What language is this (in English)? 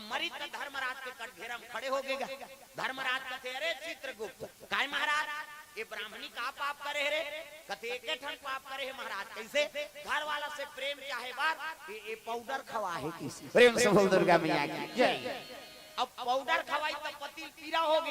Chhattisgarhi